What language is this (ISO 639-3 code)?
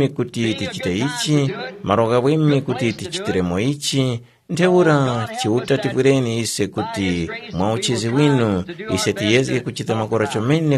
tum